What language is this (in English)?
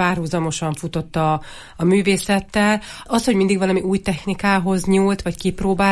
Hungarian